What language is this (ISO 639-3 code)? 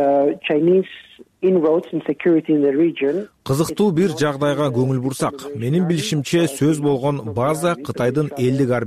kir